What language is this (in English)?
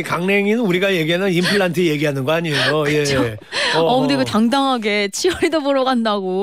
Korean